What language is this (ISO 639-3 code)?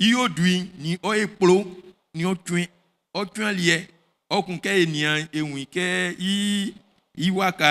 bci